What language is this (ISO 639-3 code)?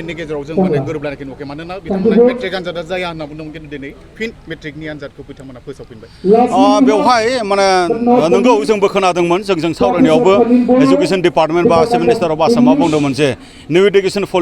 brx